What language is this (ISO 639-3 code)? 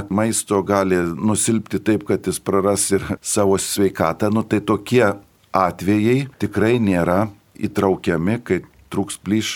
lit